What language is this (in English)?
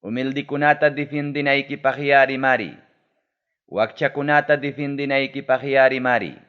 Ayacucho Quechua